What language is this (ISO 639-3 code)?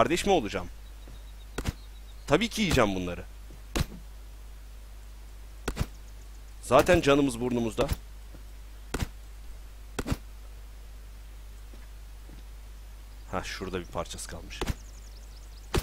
tur